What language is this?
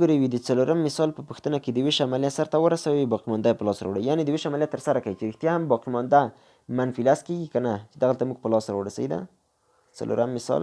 Pashto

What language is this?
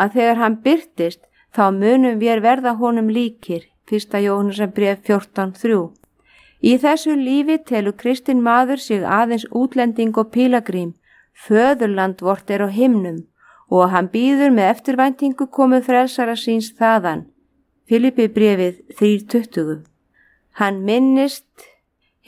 Icelandic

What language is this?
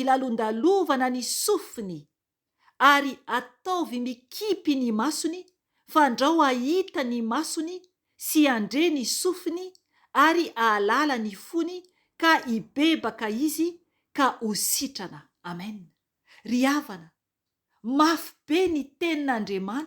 Malagasy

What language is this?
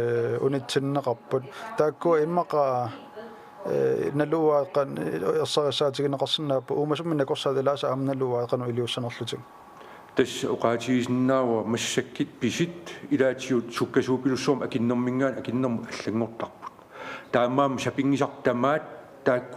Kalaallisut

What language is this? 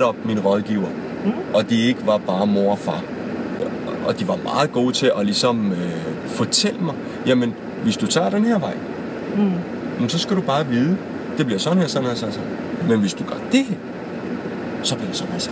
Danish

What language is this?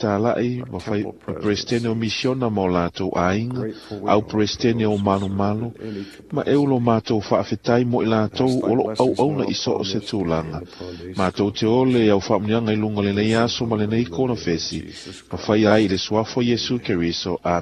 Samoan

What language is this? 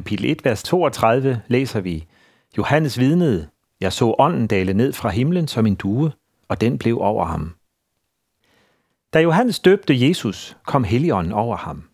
Danish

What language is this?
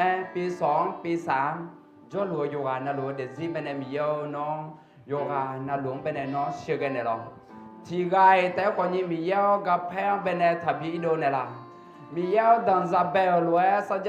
Akha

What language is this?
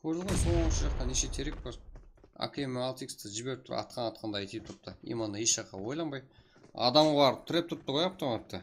Kara-Kalpak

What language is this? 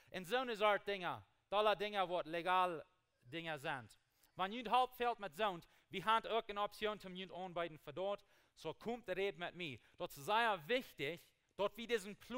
Plautdietsch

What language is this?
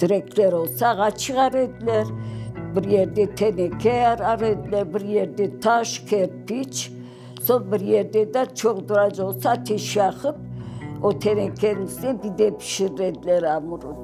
Crimean Tatar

